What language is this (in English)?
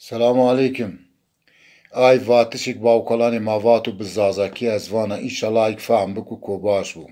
Zaza